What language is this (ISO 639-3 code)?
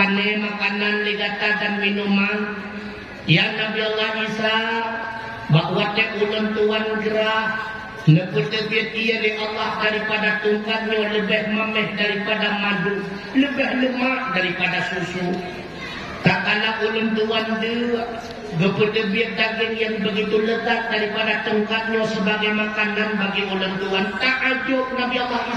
ace